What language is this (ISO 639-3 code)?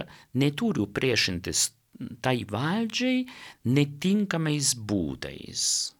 lit